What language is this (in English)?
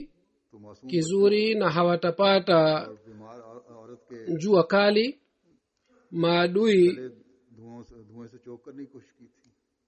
Swahili